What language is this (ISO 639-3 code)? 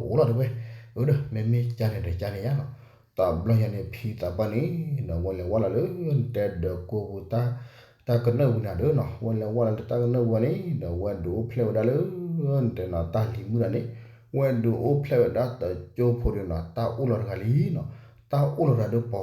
ksw